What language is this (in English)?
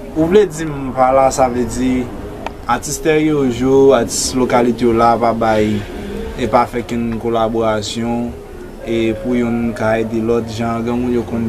Haitian Creole